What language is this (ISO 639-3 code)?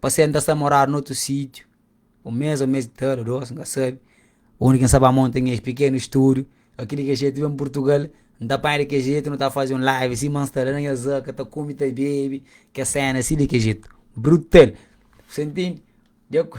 kea